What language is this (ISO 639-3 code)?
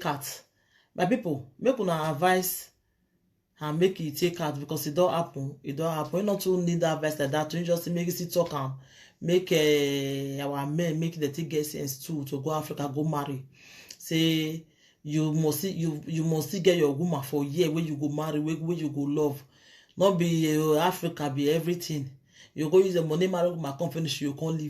pcm